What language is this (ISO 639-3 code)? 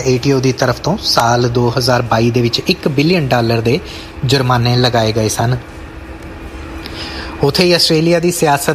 pan